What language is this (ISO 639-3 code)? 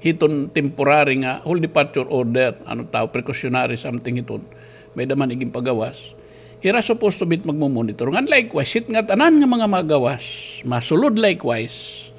war